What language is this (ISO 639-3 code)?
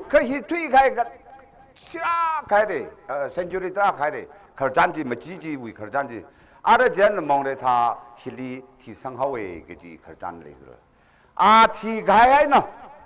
nmf